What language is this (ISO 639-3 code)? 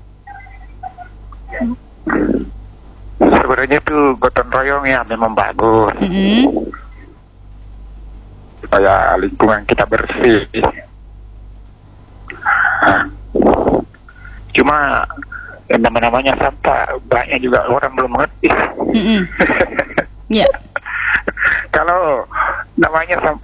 ind